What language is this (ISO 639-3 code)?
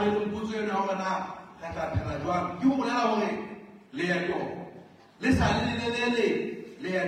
sot